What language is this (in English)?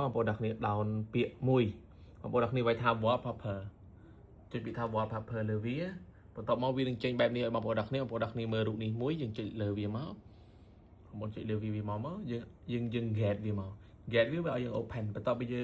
Khmer